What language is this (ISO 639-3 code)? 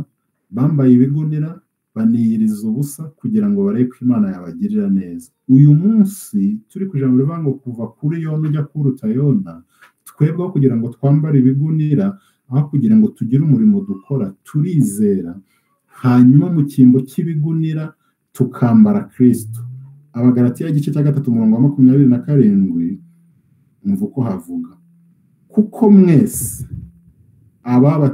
kin